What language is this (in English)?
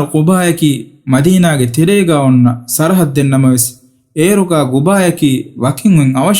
Divehi